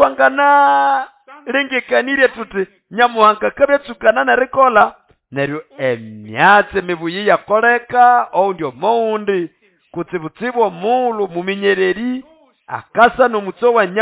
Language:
Nande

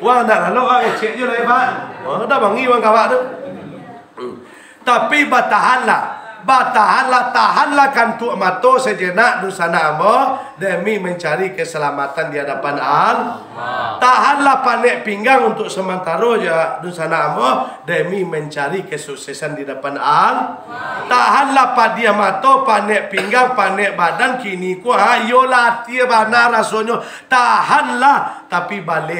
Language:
Minangkabau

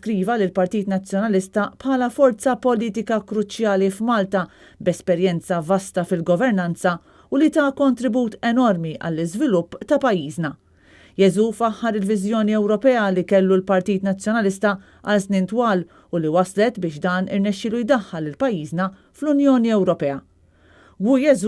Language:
Maltese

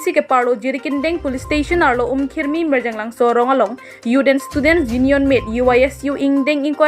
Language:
Karbi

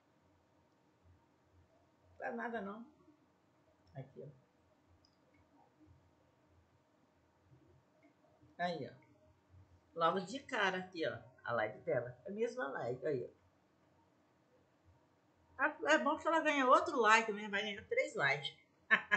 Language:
Portuguese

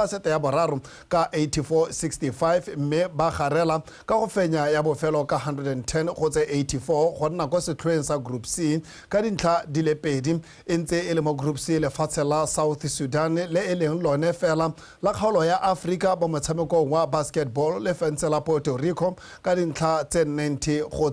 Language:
Tswana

